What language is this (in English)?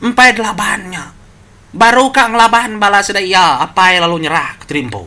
Iban